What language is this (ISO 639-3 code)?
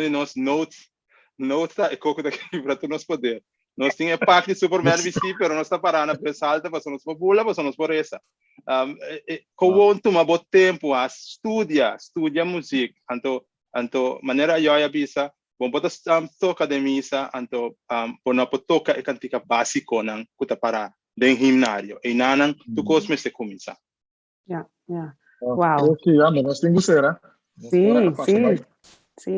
pap